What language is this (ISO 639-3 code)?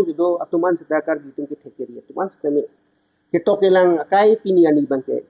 mjw